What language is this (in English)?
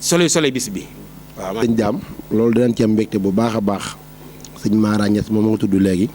Wolof